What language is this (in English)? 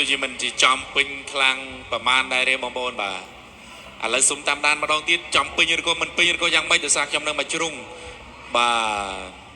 Khmer